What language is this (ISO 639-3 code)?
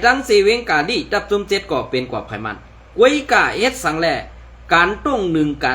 shn